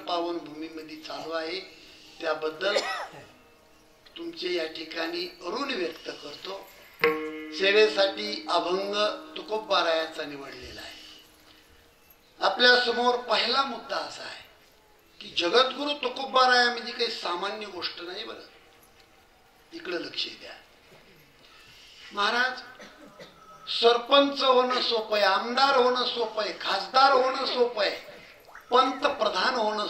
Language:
Marathi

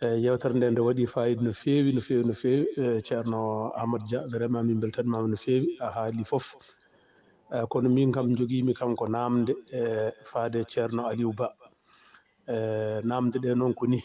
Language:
Fula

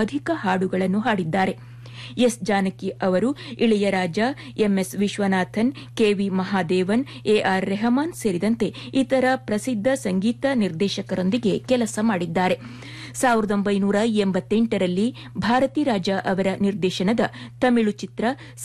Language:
Kannada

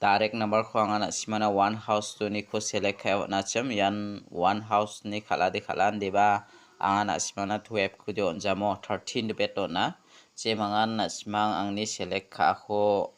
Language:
Garo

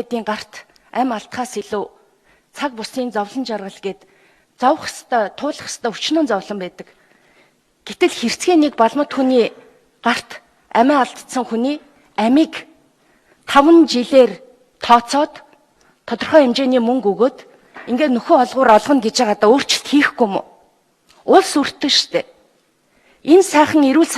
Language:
Mongolian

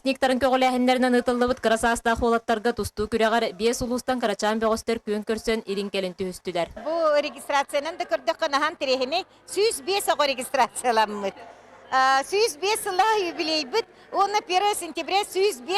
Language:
Yakut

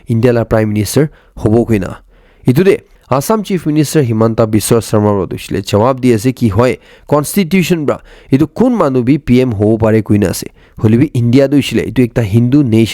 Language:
Naga Pidgin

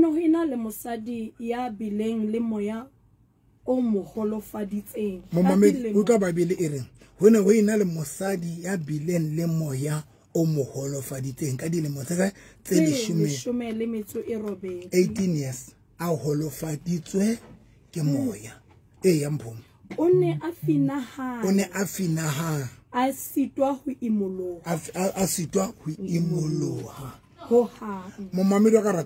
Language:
Southern Sotho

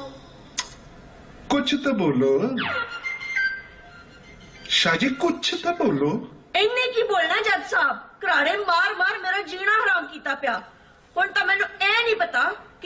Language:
Punjabi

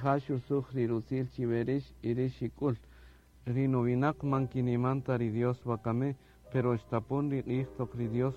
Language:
Kaqchikel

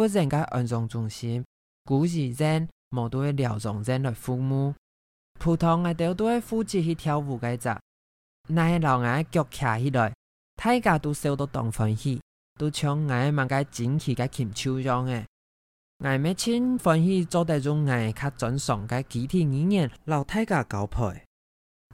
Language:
Hakka Chinese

